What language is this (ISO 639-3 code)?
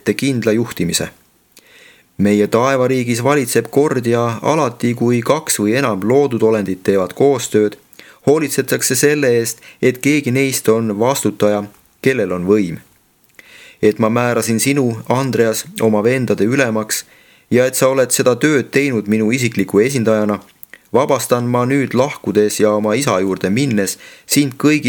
est